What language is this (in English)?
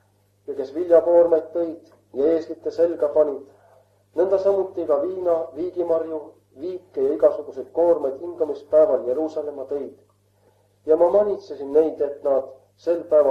Estonian